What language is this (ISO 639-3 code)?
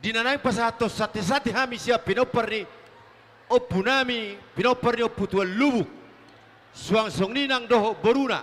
bbc